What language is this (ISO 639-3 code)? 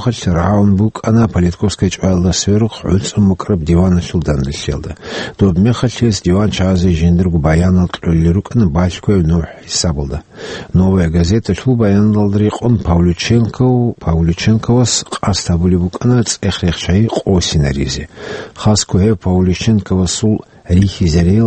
ava